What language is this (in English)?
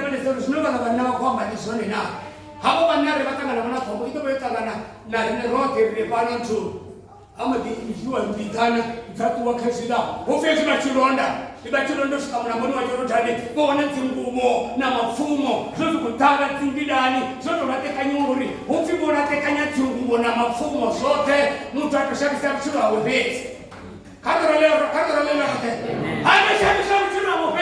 Venda